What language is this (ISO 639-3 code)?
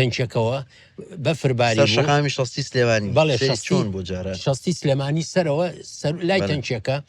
ckb